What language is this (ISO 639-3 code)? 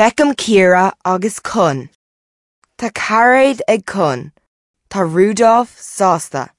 gle